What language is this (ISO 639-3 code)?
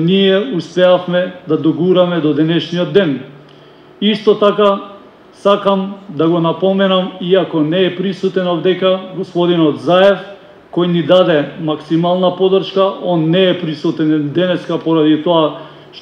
mkd